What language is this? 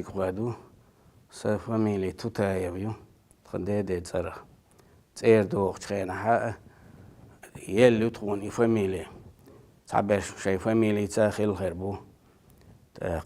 Chechen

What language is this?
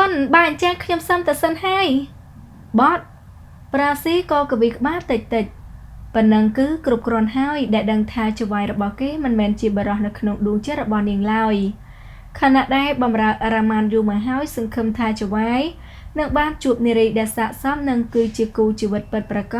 Khmer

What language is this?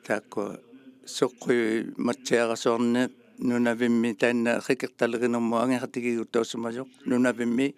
Inuktitut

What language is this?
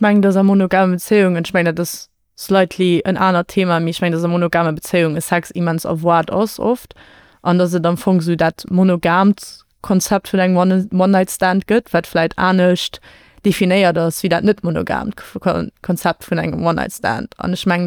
Luxembourgish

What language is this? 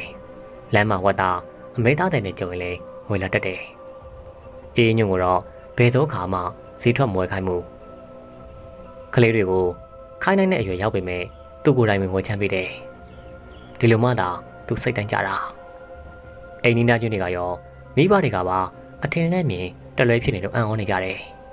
Burmese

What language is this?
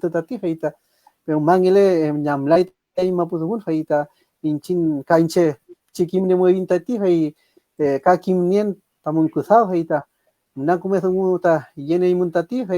Mapuche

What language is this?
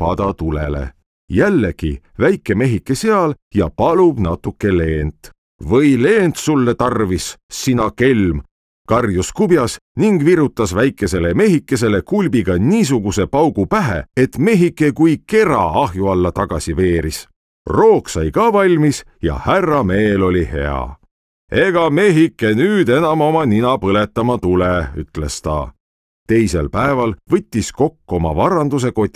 Estonian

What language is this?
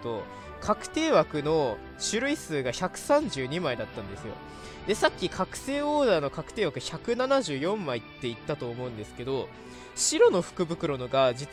Japanese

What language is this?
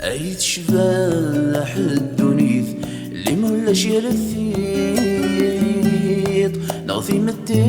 Kabyle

